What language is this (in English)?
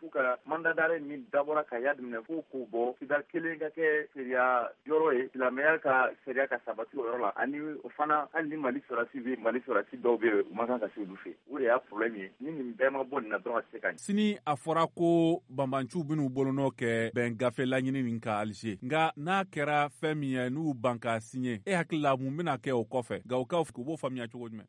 Bambara